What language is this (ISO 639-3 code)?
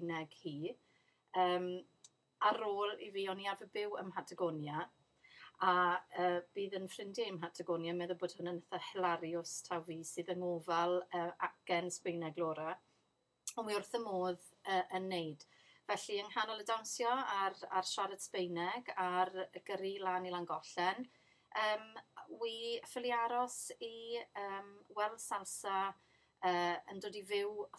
cym